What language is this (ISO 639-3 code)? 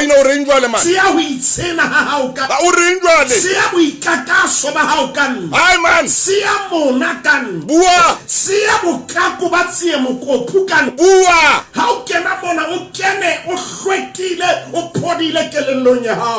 sot